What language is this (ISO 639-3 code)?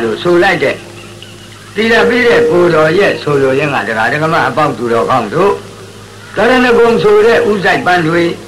mya